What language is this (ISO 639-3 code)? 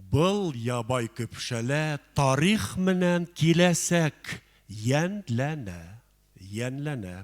bak